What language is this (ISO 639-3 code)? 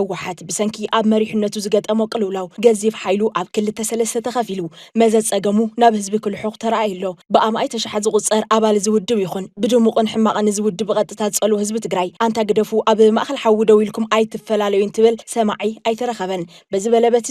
tir